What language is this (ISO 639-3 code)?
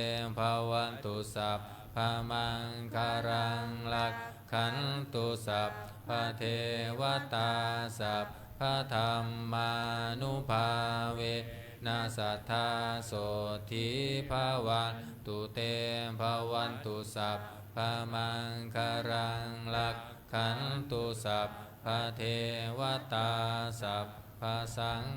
pli